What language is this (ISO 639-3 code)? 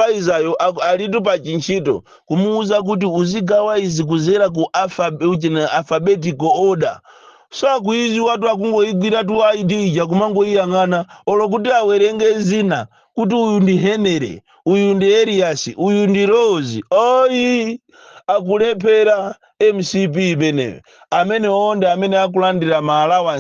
nya